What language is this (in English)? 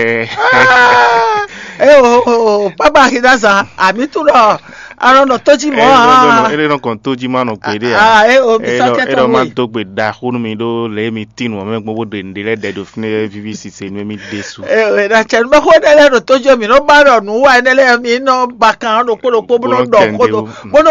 Fon